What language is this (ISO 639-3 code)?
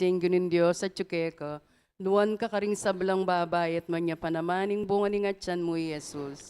pam